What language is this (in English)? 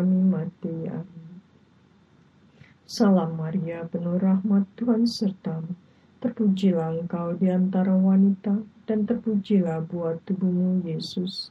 Indonesian